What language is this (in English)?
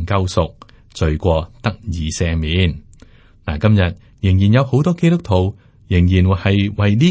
Cantonese